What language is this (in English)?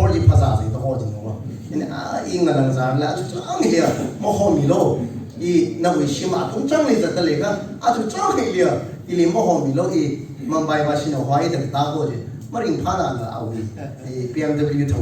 Tangkhul Naga (India)